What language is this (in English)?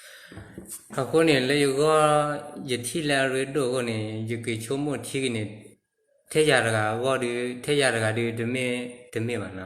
S'gaw Karen